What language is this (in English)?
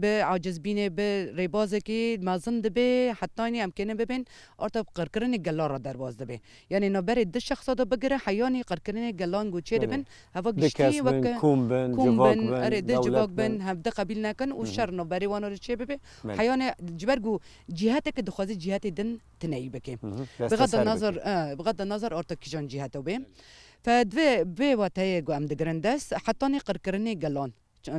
Kurdish